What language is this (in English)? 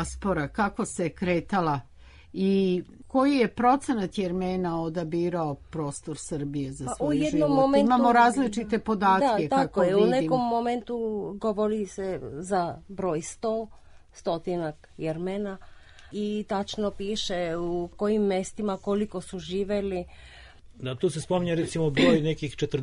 Serbian